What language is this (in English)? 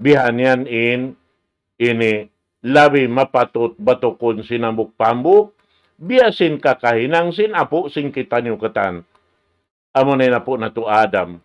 Tausug